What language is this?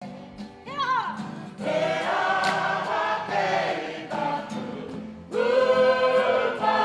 Māori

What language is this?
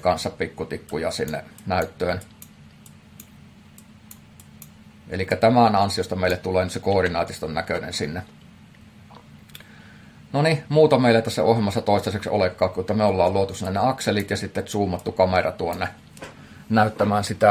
Finnish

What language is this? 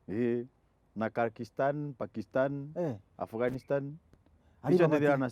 Meru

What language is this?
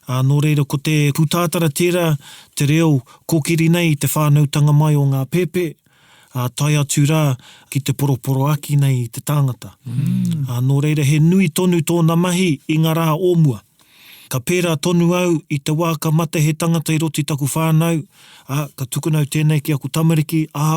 Māori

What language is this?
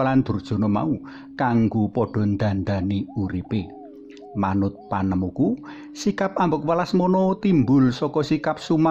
Javanese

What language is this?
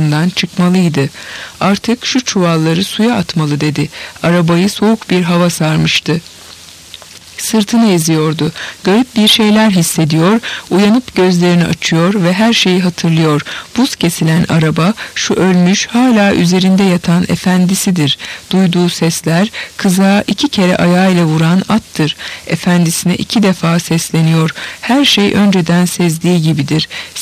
Turkish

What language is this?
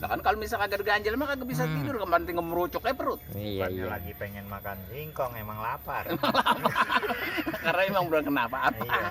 Betawi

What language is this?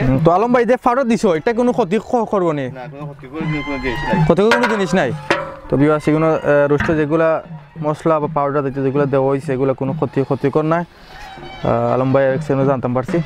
Sylheti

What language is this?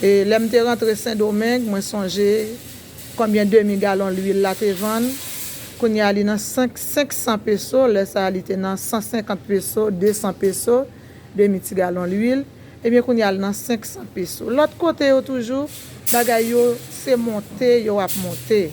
Haitian Creole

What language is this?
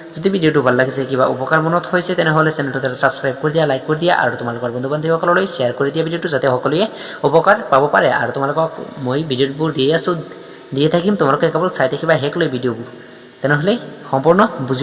Assamese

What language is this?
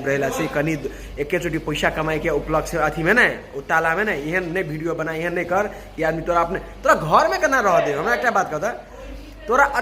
Maithili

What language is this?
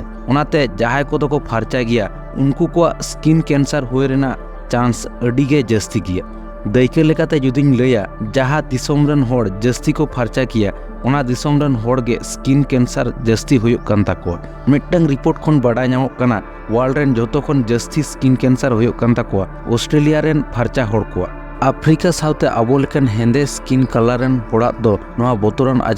Santali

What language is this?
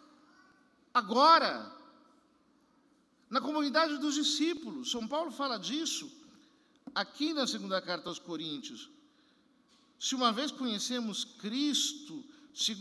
Portuguese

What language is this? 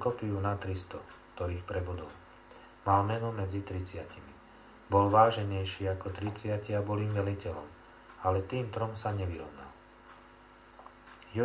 Slovak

